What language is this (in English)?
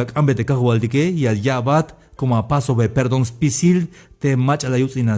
Tzeltal